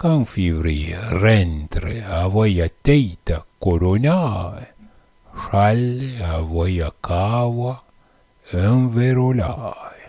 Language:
Arpitan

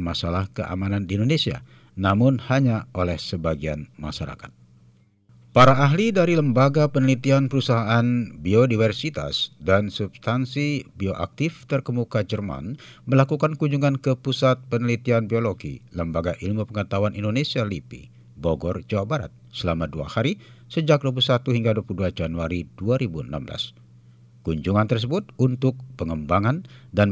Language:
Indonesian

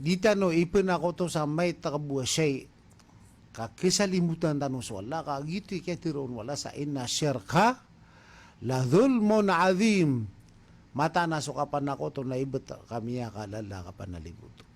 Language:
Maranao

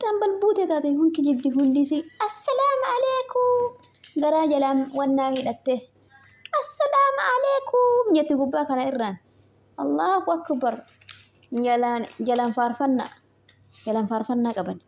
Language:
Oromo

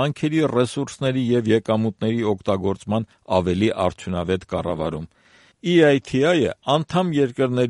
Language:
Armenian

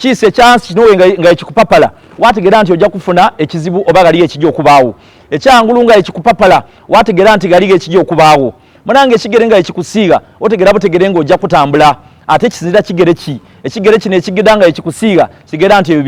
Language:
Soga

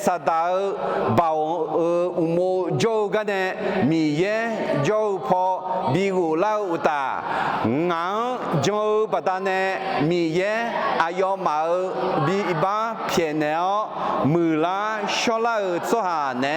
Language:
Akha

